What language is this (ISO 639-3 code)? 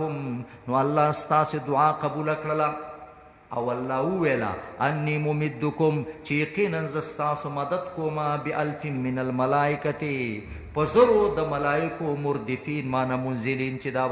pus